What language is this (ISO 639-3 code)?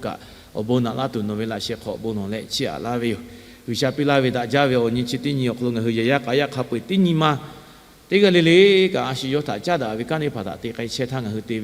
lhu